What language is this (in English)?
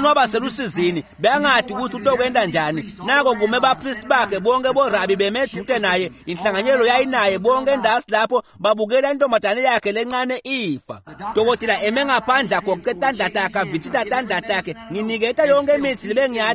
Swati